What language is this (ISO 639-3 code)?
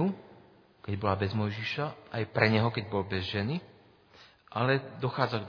slk